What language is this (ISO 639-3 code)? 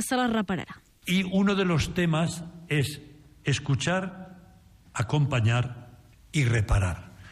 cat